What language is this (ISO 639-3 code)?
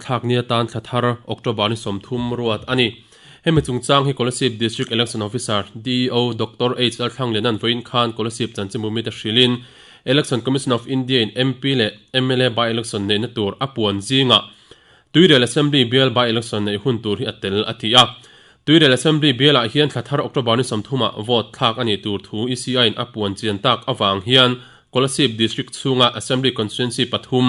lus